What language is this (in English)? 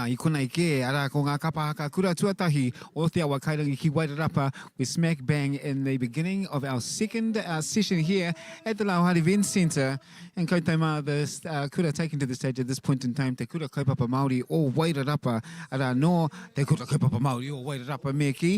Māori